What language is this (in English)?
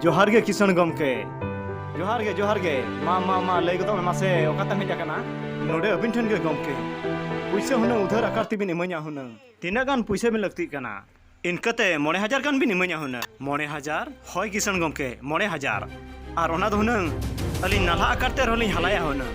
Santali